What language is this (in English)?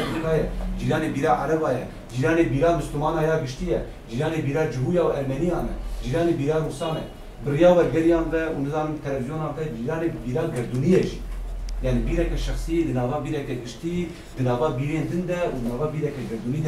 Kurdish